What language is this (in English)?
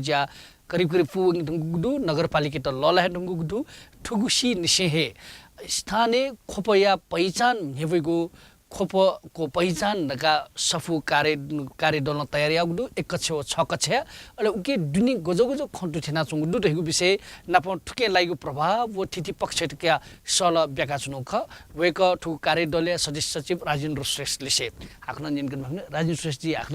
Newari